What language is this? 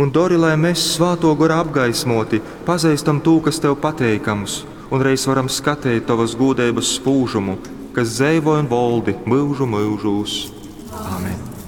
Latgalian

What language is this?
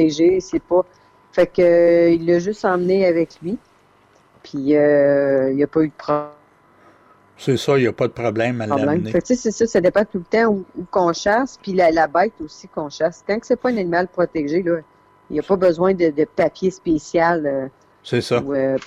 French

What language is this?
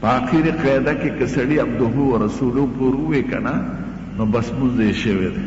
Pashto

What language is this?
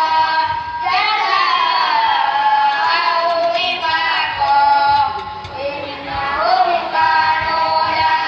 Madurese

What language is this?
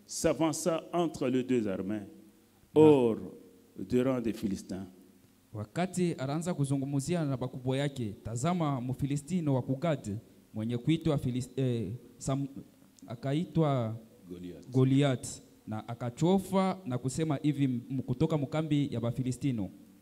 Swahili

